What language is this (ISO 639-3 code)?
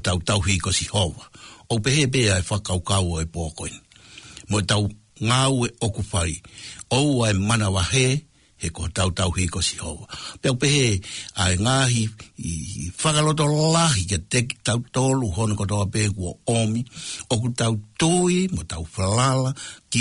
ton